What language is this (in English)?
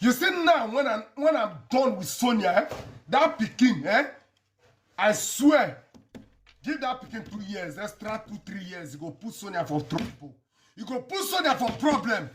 Nigerian Pidgin